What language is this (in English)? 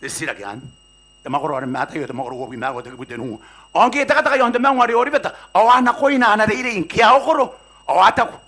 Gilbertese